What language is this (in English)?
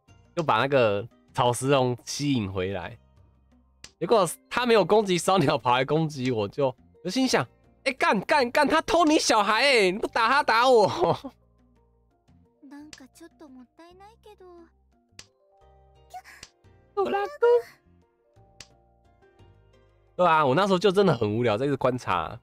Chinese